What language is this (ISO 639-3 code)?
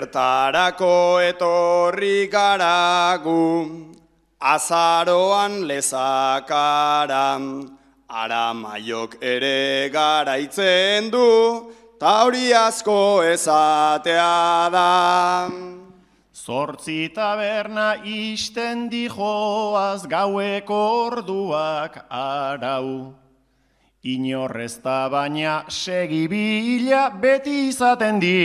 eus